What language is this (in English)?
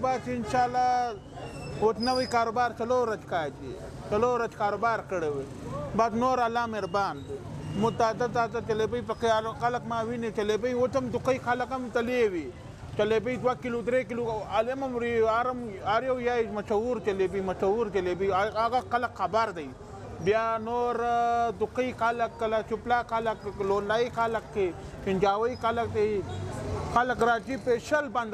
Pashto